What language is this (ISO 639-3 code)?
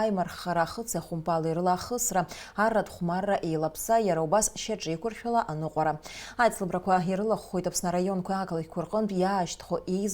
abk